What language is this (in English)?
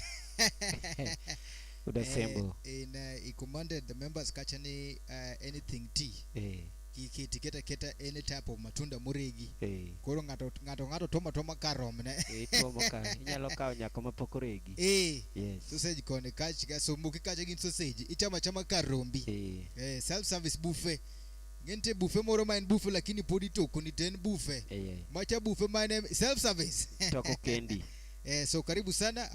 Luo (Kenya and Tanzania)